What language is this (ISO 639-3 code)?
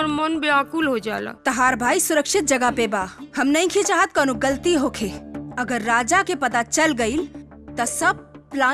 bho